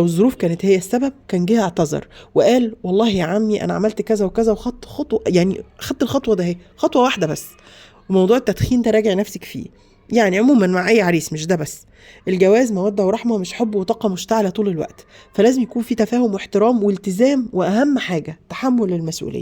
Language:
Egyptian Arabic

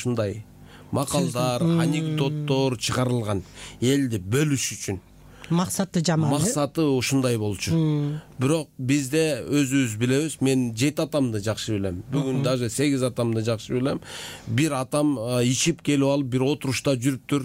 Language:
Kyrgyz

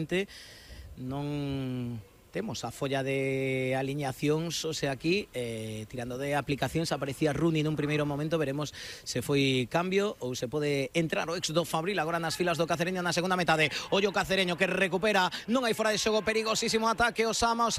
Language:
Galician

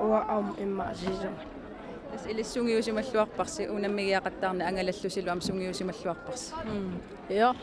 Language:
Kalaallisut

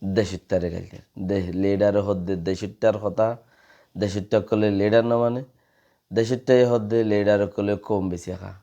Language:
Rohingya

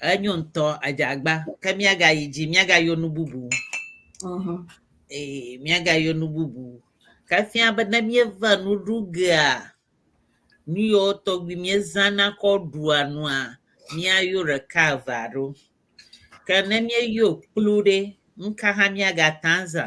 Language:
Ewe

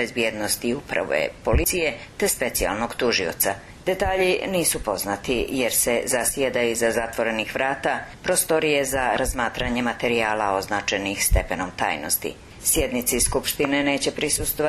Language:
Serbian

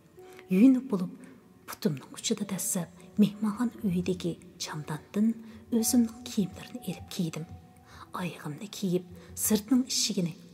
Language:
Uyghur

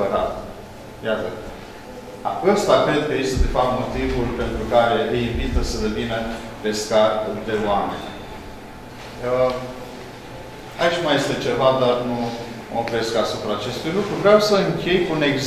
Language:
Romanian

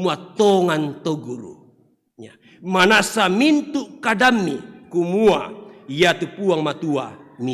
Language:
Toraja-Sa'dan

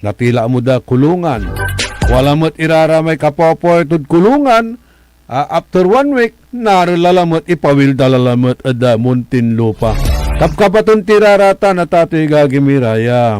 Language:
Pangasinan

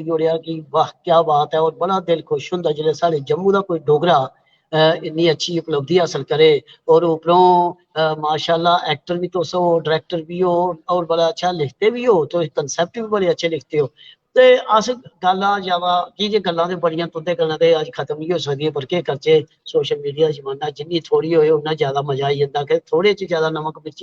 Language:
Dogri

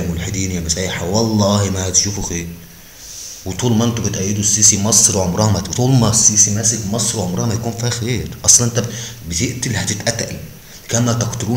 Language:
Egyptian Arabic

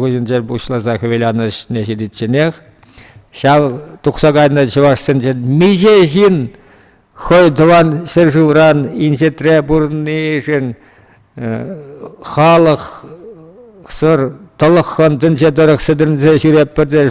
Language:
Chuvash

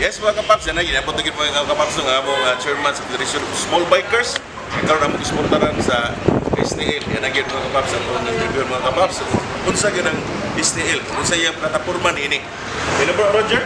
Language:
Cebuano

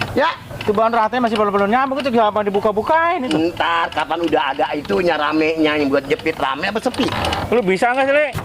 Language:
Betawi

